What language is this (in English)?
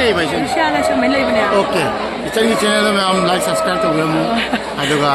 Manipuri